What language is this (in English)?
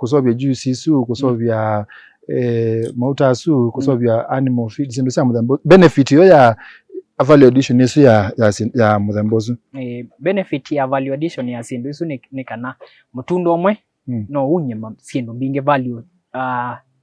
Kamba